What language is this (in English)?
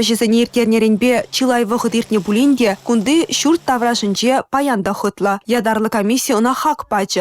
Chuvash